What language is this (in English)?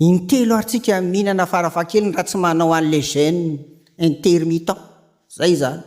Malagasy